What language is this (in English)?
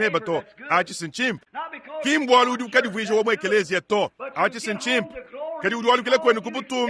Luba-Lulua